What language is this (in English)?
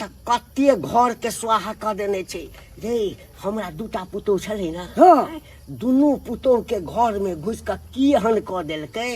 Maithili